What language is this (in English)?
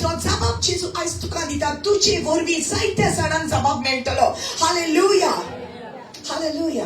Konkani